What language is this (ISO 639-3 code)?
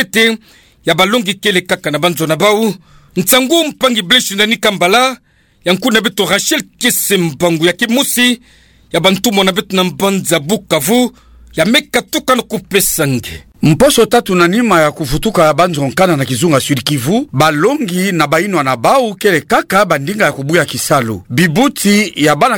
ktu